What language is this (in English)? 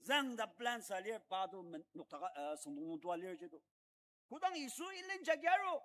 Ao Naga